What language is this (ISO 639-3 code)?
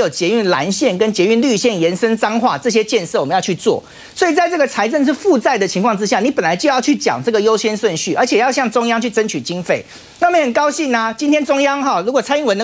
zho